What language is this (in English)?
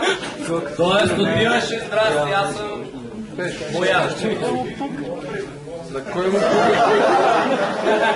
Bulgarian